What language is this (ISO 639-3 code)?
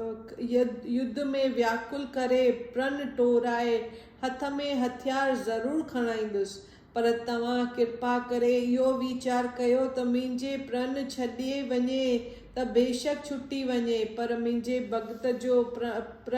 snd